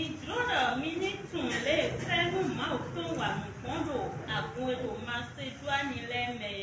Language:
Fon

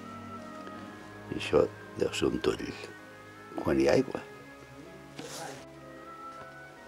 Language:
Catalan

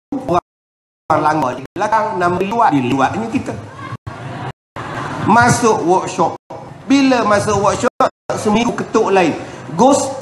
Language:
Malay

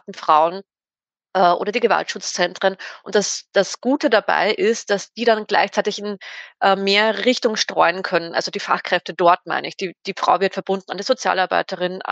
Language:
German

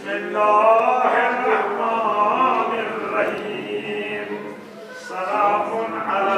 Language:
Kashmiri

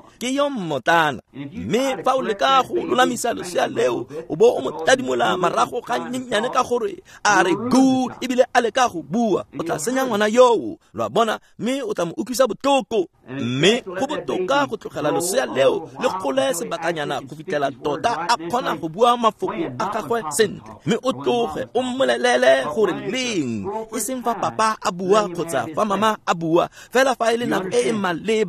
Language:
Tswana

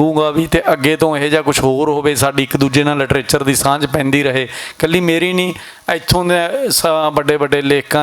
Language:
Western Panjabi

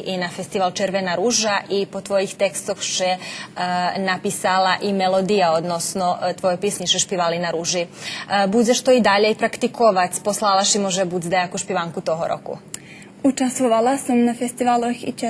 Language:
Rusyn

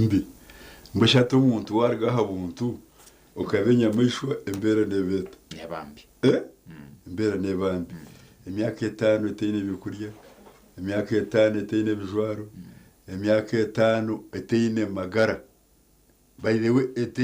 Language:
Nyankole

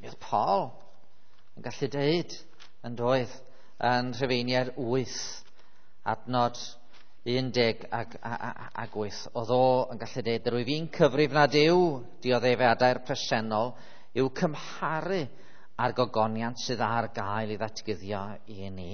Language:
Welsh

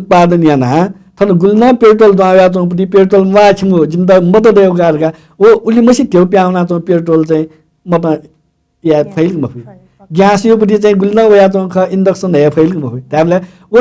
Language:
Newari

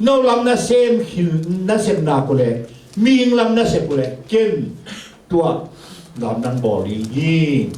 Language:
Tedim Chin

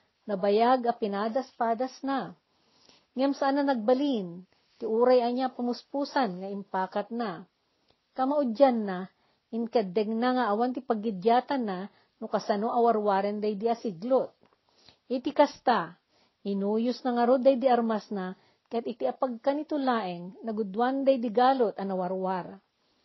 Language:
Iloko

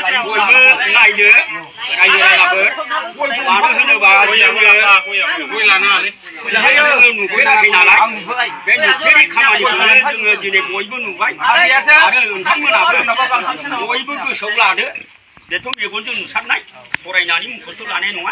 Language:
Bodo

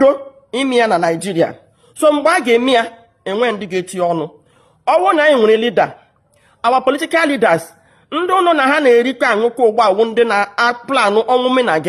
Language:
Igbo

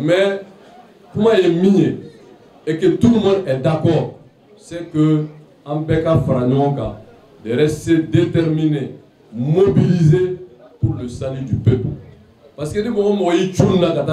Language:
Bambara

